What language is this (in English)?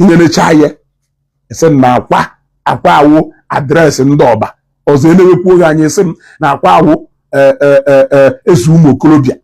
Igbo